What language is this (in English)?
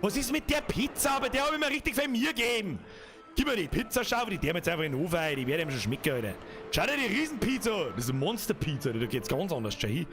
Bavarian